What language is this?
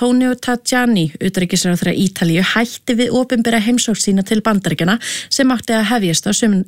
Icelandic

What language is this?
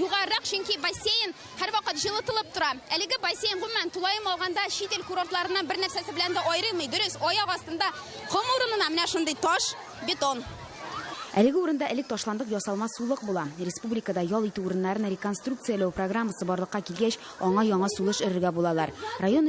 Tatar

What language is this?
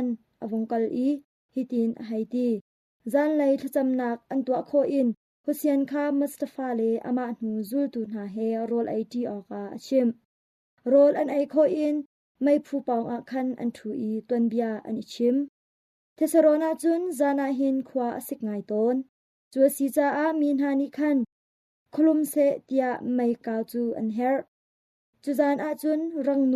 Hakha Chin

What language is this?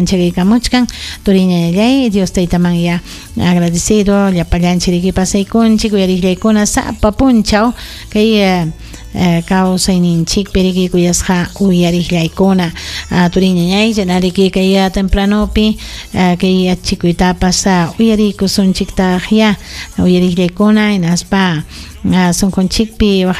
Ayacucho Quechua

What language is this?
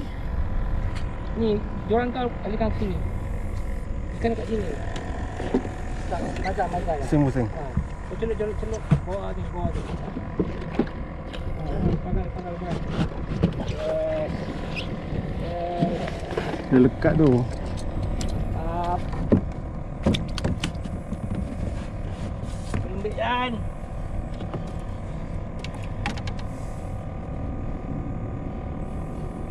Malay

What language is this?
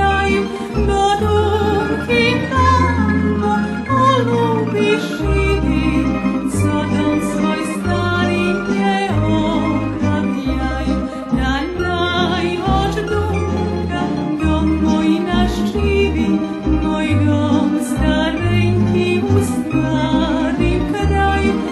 Rusyn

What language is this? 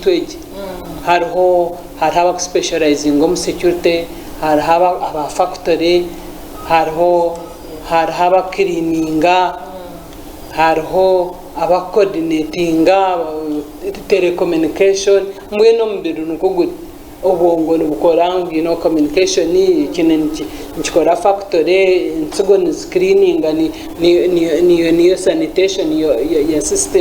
Nyankole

